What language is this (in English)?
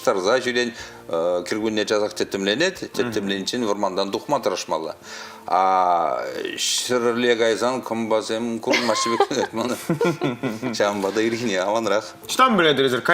Chuvash